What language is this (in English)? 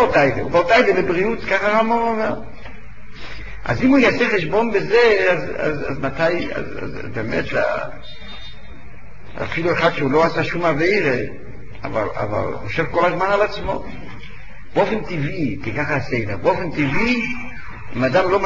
Hebrew